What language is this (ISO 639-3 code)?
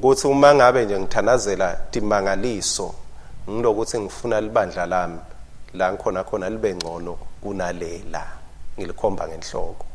ssw